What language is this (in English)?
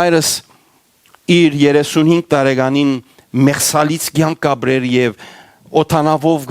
Western Armenian